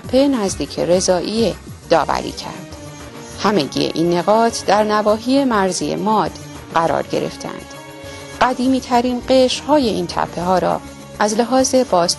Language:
Persian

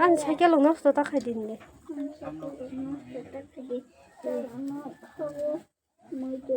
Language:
Kok Borok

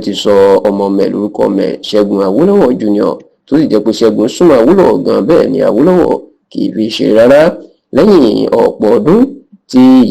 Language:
Yoruba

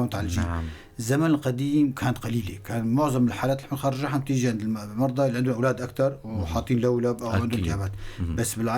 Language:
North Levantine Arabic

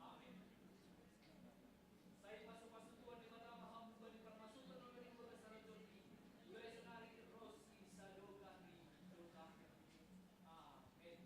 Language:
Batak Simalungun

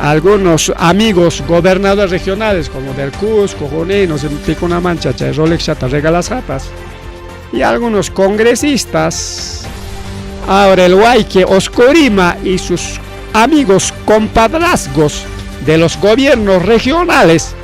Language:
Ayacucho Quechua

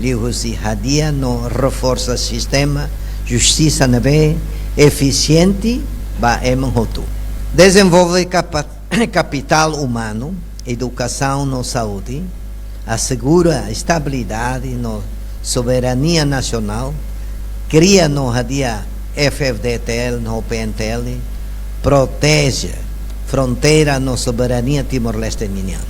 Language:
Tetum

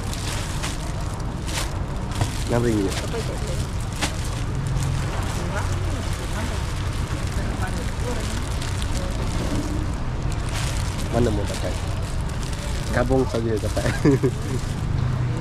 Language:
Malay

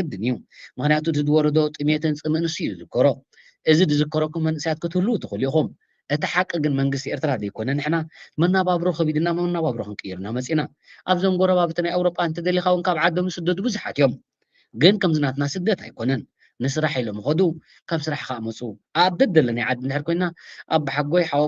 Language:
Tigrinya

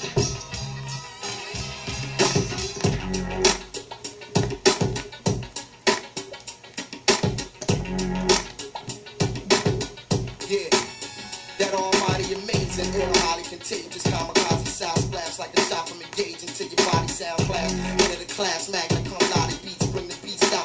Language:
English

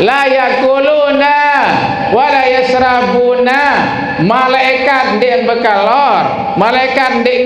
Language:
Sasak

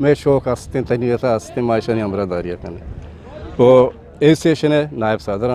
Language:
Eastern Balochi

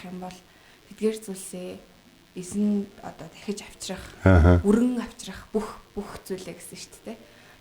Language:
Mongolian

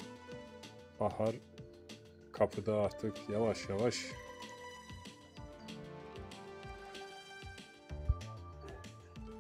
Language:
Turkish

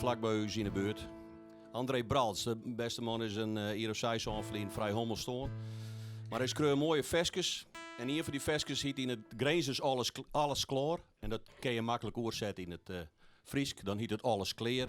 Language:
Western Frisian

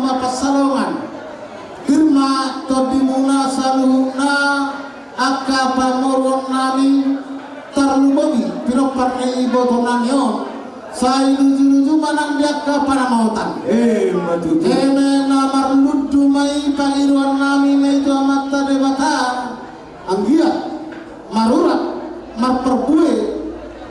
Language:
Batak Toba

